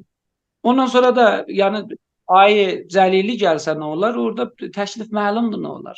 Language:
South Azerbaijani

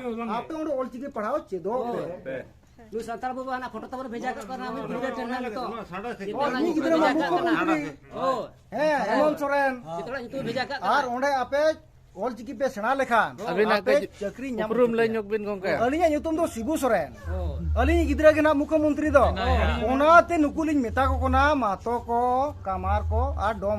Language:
Santali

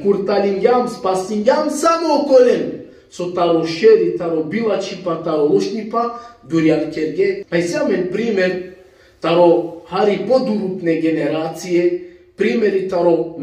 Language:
Balkan Romani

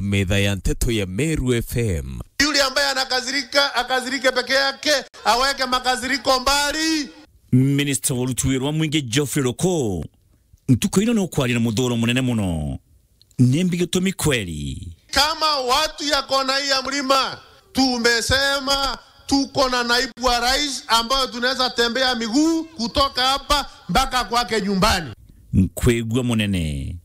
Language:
Meru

